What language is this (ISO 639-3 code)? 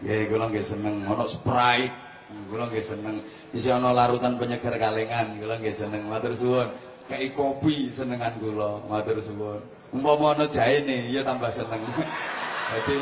jav